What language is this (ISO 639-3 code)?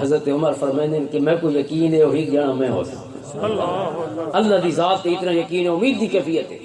lah